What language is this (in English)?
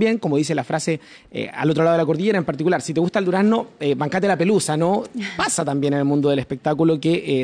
Spanish